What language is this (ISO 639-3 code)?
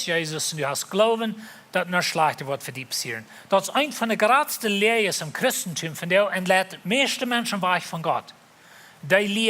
pdt